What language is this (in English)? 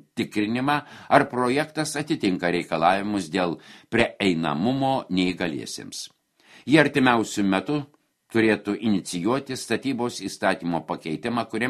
Lithuanian